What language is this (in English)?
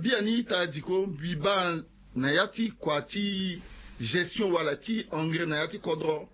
Sango